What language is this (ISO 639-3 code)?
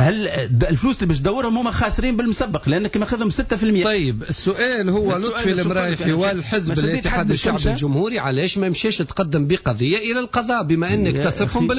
aeb